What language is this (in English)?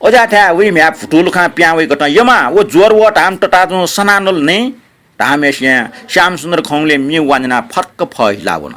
Newari